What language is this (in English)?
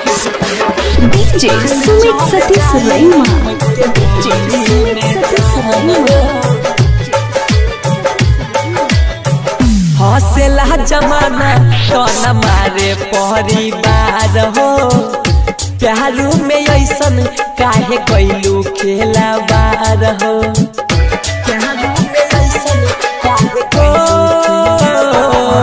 Bhojpuri